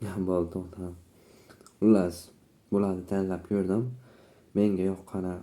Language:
Uzbek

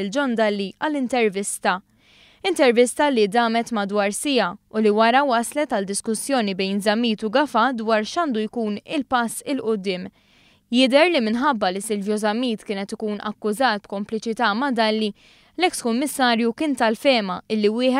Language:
Maltese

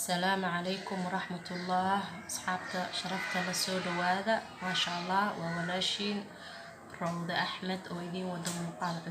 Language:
Somali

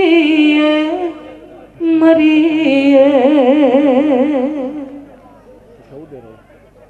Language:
Romanian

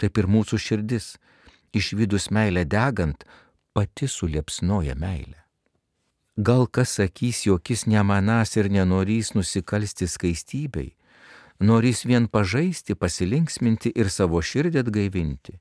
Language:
Lithuanian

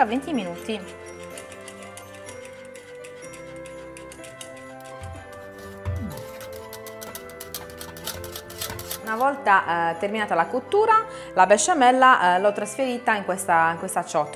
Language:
Italian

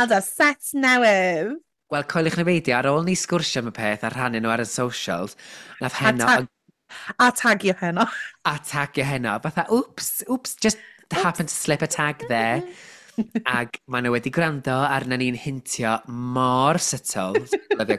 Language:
Welsh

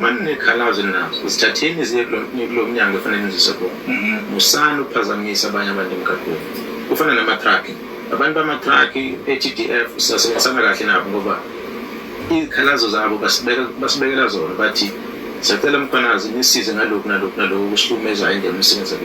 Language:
Zulu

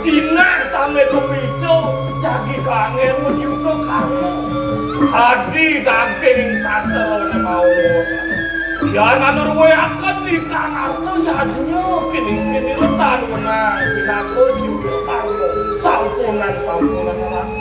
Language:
Balinese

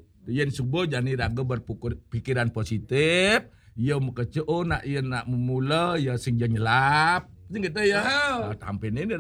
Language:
Balinese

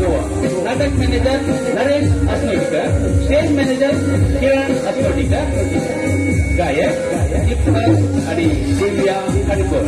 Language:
Konkani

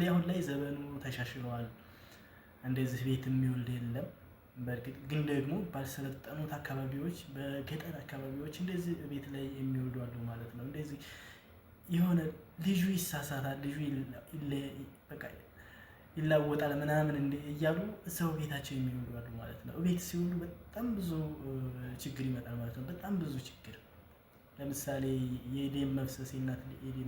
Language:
Amharic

